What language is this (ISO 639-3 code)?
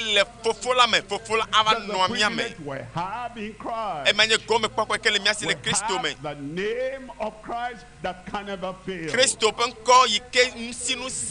ewe